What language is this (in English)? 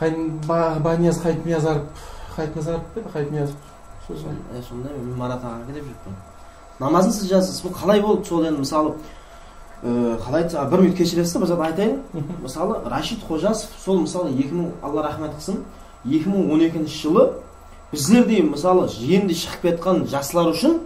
Kara-Kalpak